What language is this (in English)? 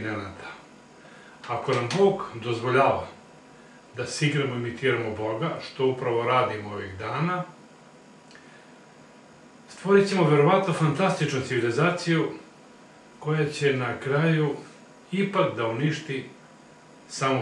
Serbian